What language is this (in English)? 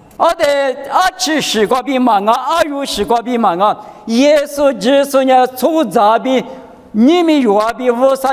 Lisu